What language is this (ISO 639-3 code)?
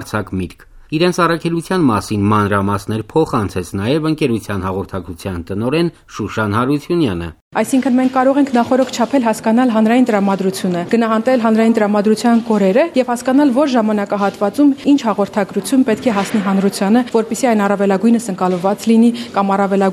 hye